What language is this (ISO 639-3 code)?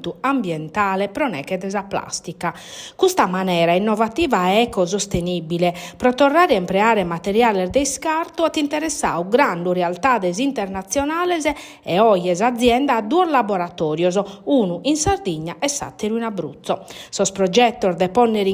srd